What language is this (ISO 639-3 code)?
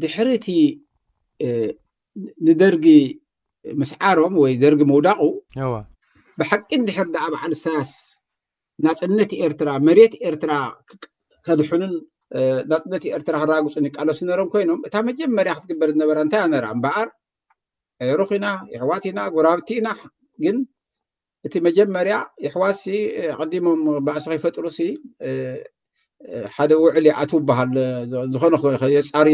tir